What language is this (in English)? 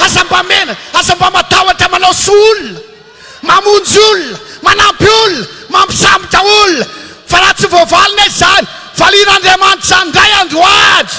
Malagasy